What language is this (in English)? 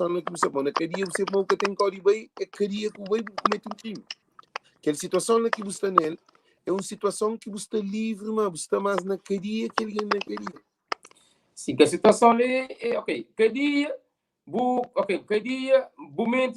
Kabuverdianu